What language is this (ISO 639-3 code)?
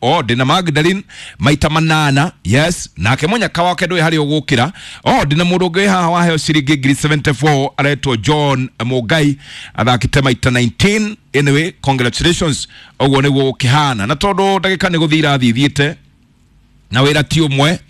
kik